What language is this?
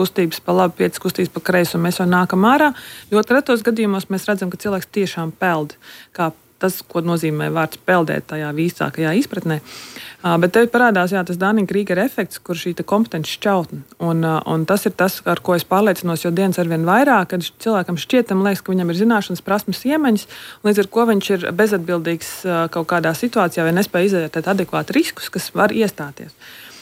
Latvian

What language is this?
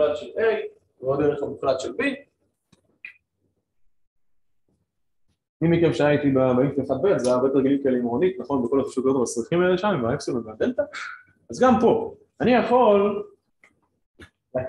Hebrew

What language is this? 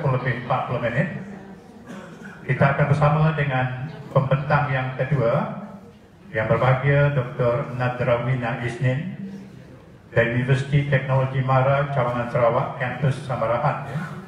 Malay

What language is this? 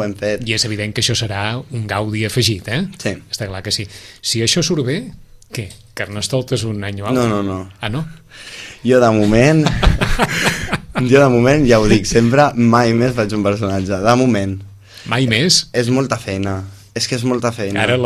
Catalan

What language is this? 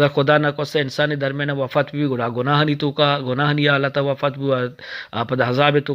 Eastern Balochi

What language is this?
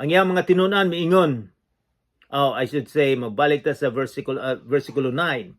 Cebuano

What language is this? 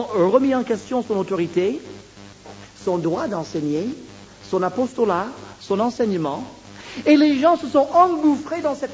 French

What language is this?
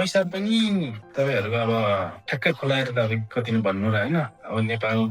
Nepali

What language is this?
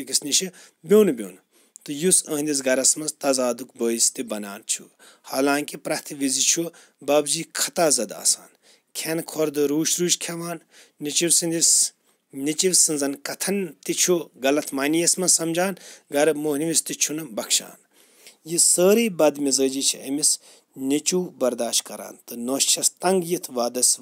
Kashmiri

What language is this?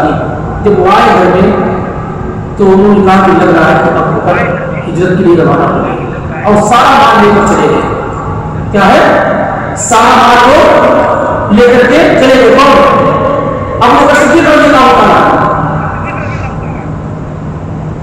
Urdu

